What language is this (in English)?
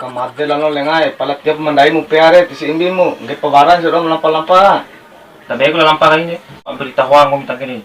Bima